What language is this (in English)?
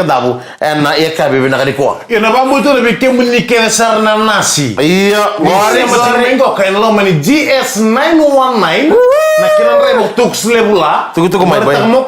Fijian